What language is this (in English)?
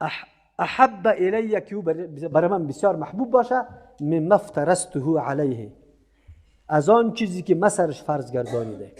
Persian